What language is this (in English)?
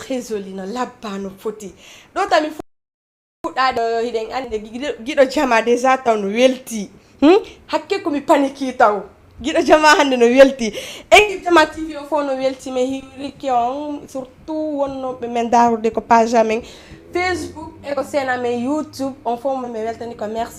Fula